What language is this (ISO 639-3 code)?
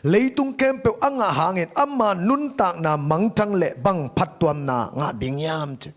ctd